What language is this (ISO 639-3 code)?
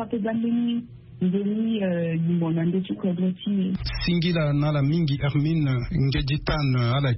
sag